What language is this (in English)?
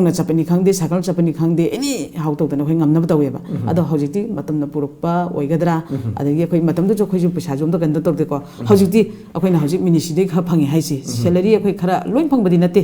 Manipuri